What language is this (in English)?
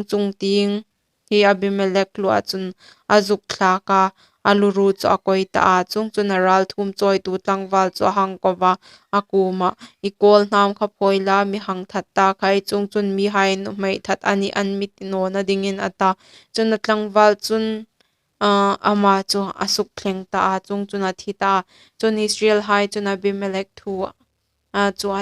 Hmar